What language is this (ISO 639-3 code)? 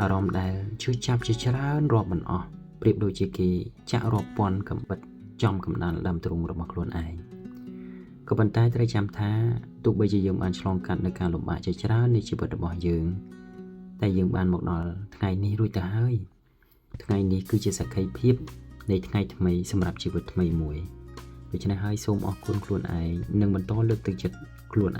khm